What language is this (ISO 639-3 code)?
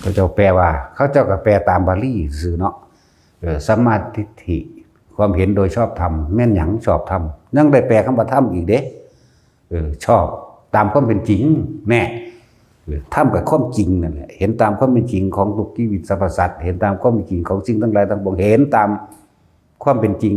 lao